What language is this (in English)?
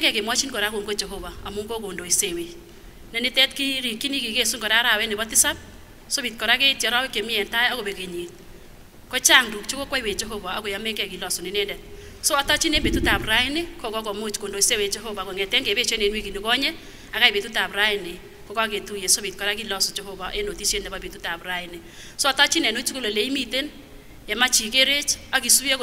Kipsigis